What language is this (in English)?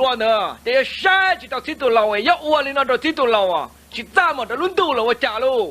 Hmong